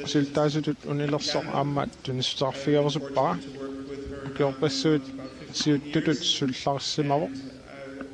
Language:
Kalaallisut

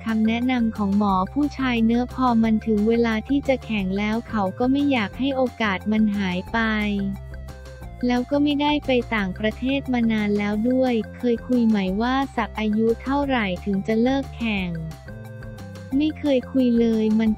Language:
Thai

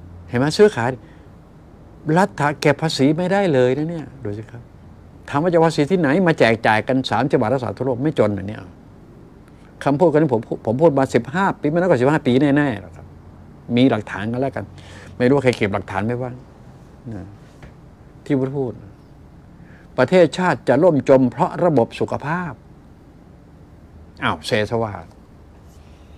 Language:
Thai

